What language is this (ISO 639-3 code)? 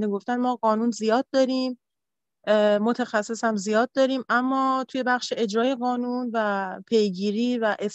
fas